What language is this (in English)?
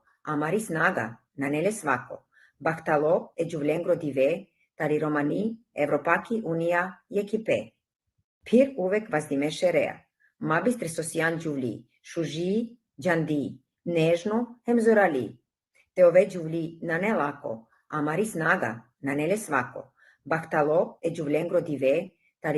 Balkan Romani